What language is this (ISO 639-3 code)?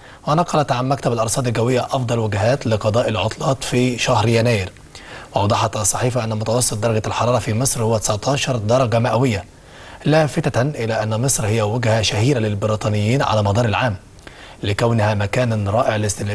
arz